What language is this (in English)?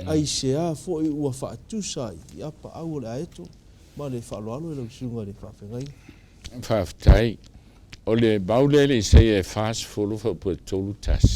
Samoan